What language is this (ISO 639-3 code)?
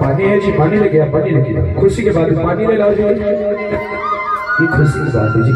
hne